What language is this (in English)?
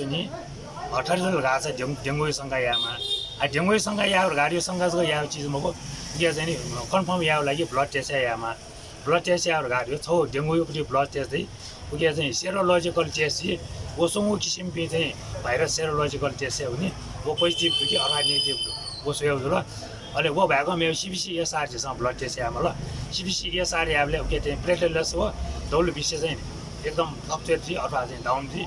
Newari